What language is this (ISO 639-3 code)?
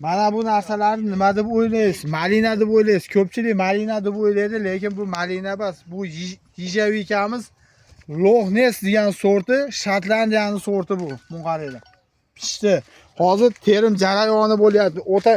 uzb